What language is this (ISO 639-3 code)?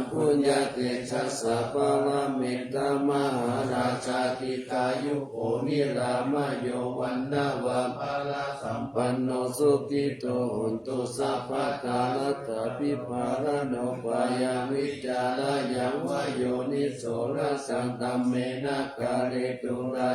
pli